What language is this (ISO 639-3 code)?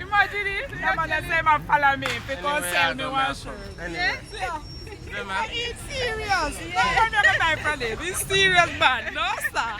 jam